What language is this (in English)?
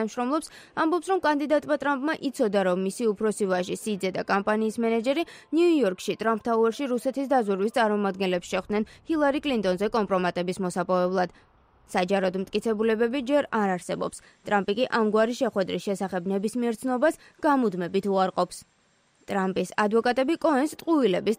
Georgian